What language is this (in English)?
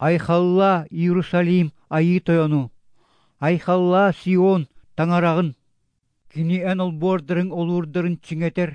Yakut